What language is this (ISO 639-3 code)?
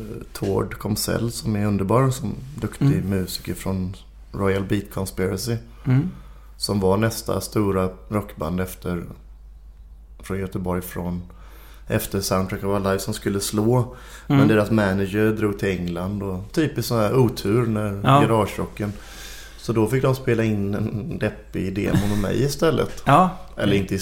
swe